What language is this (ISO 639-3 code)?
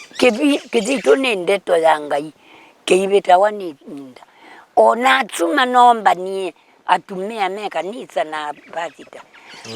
kam